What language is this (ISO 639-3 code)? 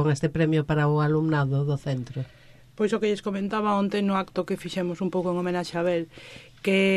glg